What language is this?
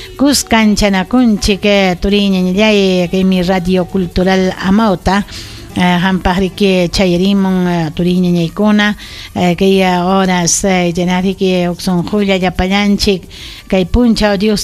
Ayacucho Quechua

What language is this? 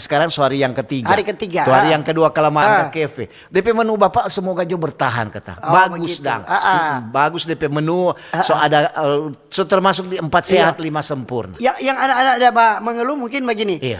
Manado Malay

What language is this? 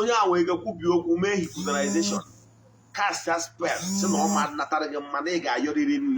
Igbo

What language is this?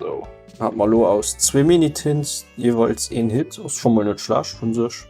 Luxembourgish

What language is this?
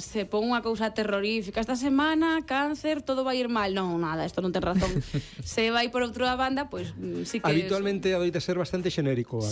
Galician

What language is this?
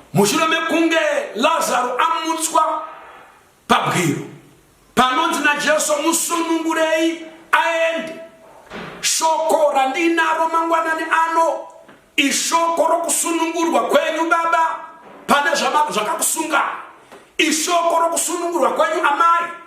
Shona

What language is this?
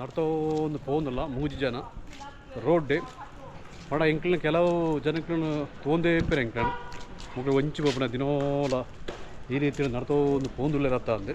Tulu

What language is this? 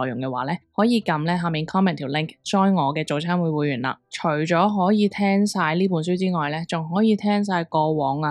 Cantonese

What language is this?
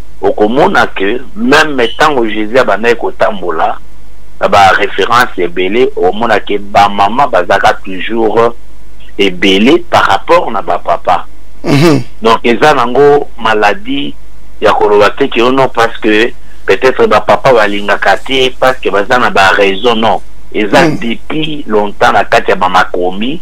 Lingala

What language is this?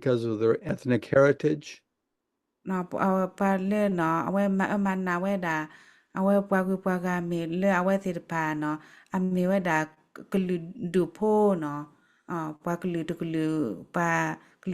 S'gaw Karen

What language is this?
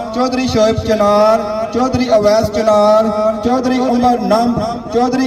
Pahari-Potwari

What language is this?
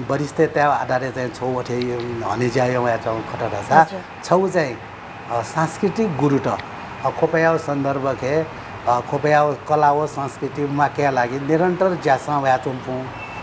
Newari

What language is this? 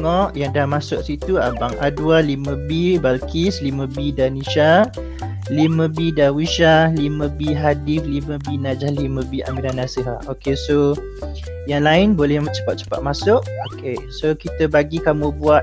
Malay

